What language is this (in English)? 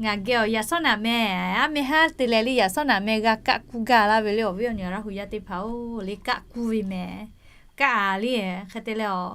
Lahu